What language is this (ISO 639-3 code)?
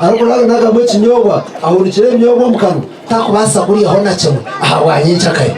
nyn